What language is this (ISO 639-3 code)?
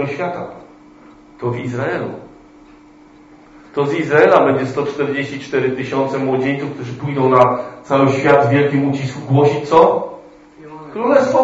pol